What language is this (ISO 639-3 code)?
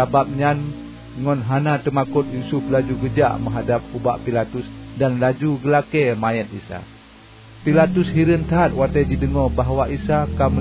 ace